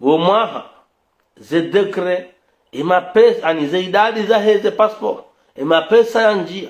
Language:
Ngazidja Comorian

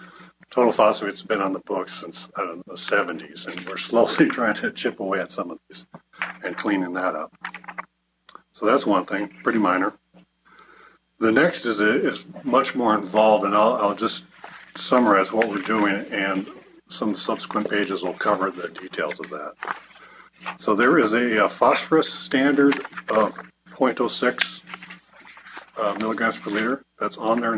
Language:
English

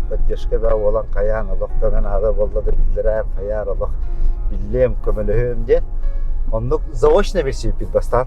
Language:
Yakut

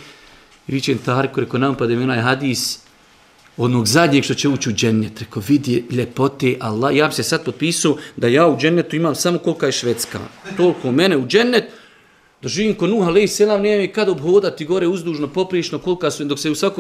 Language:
Bosnian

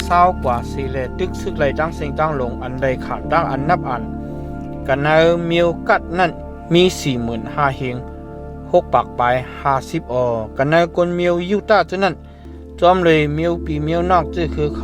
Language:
Shan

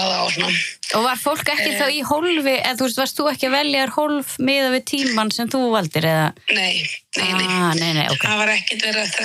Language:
Icelandic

